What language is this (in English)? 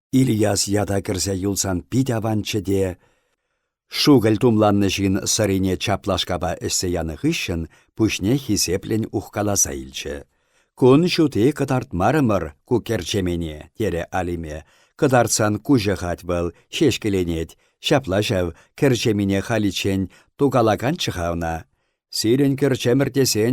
Chuvash